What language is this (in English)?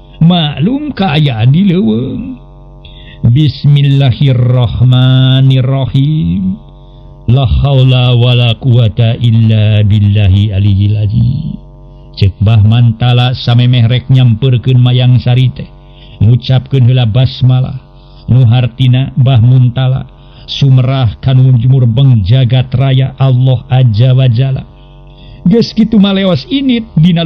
Sundanese